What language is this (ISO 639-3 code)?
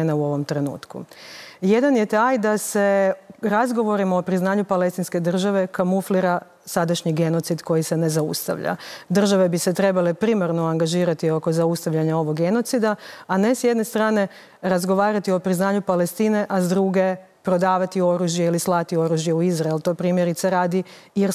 hrv